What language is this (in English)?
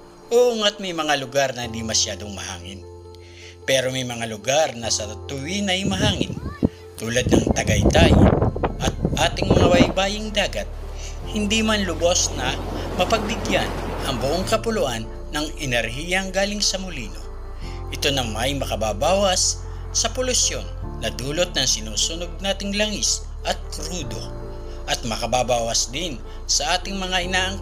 Filipino